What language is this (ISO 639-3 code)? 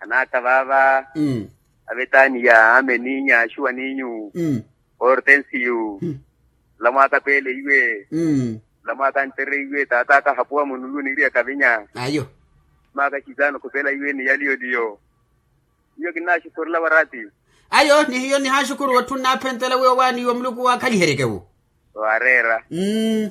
vmw